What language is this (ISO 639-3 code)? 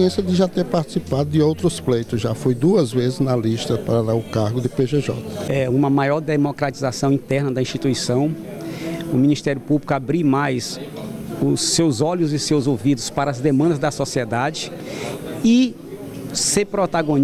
por